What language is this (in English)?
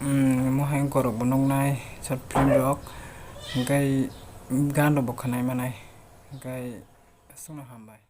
Kok Borok